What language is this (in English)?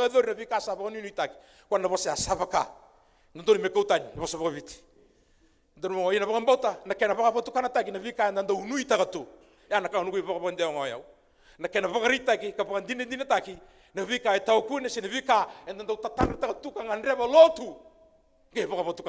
Fijian